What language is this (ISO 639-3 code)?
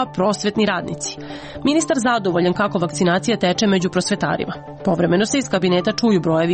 srp